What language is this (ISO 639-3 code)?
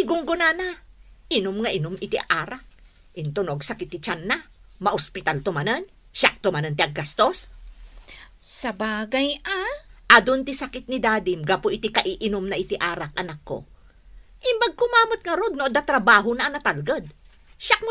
ilo